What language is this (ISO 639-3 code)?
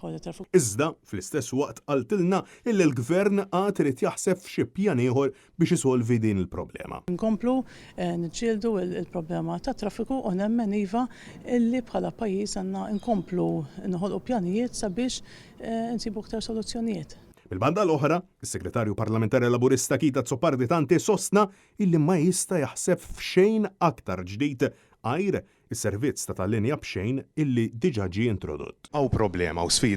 mlt